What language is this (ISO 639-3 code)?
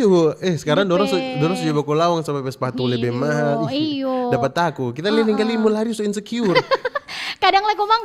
xmm